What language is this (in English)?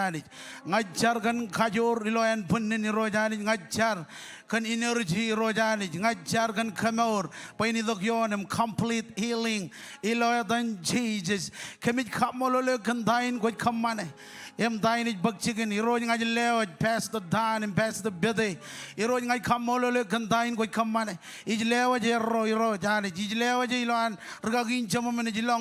Marshallese